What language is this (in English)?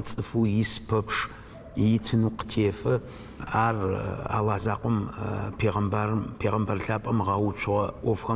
Adyghe